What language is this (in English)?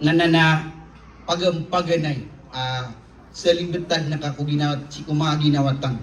Maranao